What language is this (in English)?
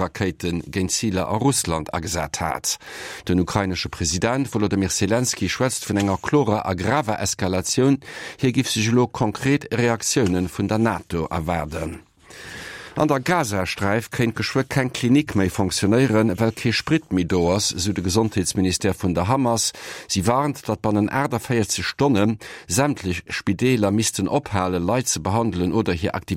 Luxembourgish